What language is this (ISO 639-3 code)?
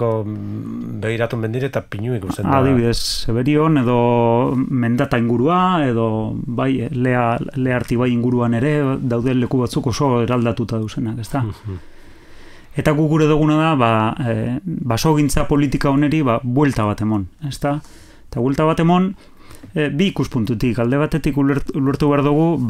eus